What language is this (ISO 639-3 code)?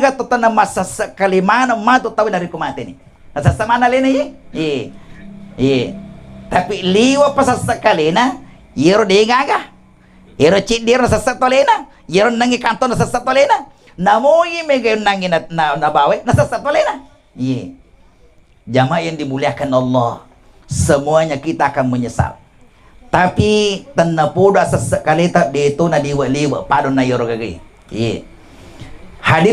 bug